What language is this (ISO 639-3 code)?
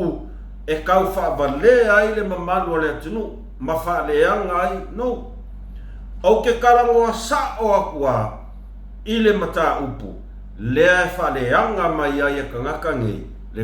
smo